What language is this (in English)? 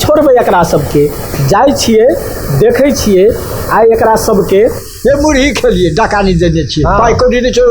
Maithili